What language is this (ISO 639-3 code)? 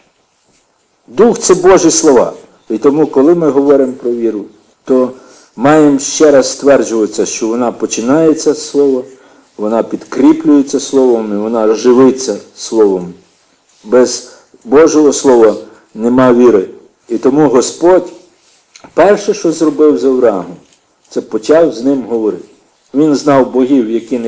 ukr